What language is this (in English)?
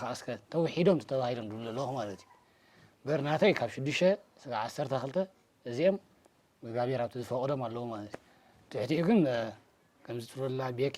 Tigrinya